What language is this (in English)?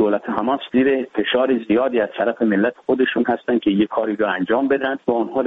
Persian